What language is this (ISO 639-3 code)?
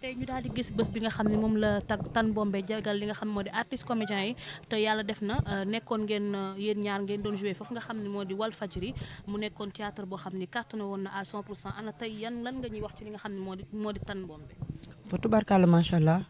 wol